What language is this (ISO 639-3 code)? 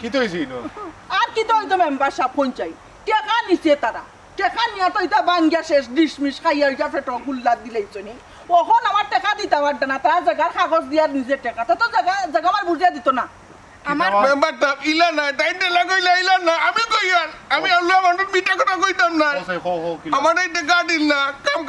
syl